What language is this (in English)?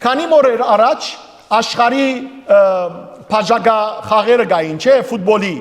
Western Armenian